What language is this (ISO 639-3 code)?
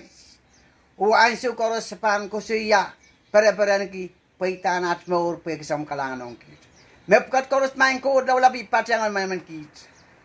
pon